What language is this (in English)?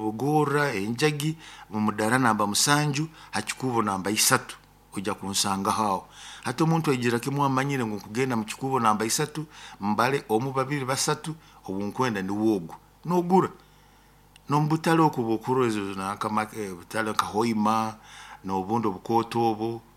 Nyoro